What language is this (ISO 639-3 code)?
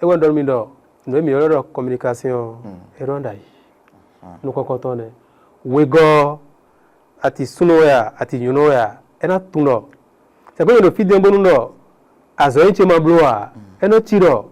fon